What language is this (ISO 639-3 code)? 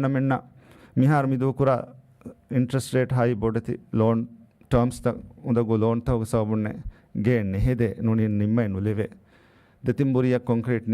div